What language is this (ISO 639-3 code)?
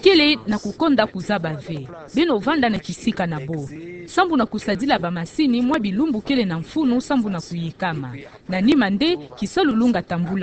ktu